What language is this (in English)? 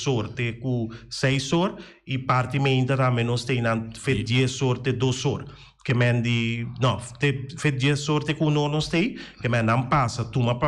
Papiamento